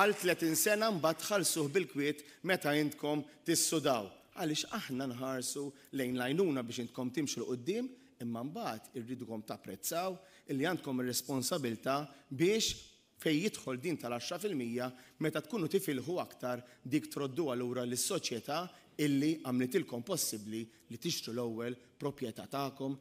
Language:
Maltese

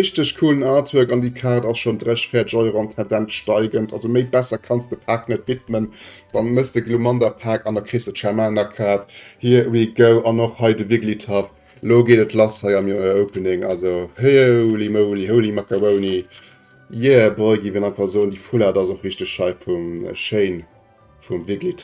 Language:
Luxembourgish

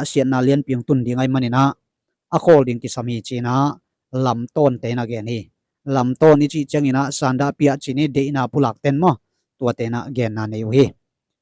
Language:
Tedim Chin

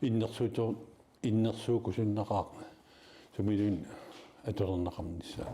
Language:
Kalaallisut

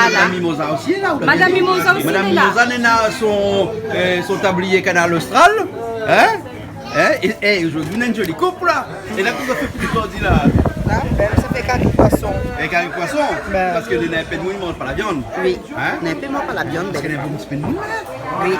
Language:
Réunion Creole French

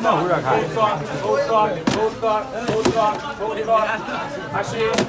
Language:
Bangla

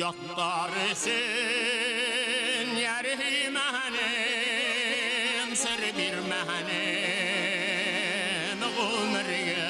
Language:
Bashkir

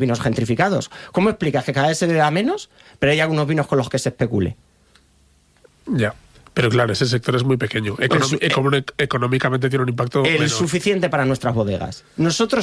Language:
Spanish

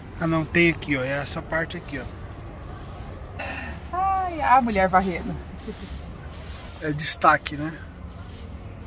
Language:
Portuguese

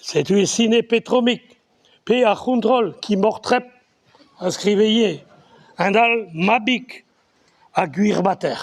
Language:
Breton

